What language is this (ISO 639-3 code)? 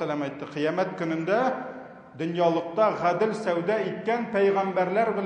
tat